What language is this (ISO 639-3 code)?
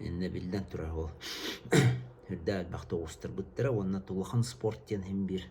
sah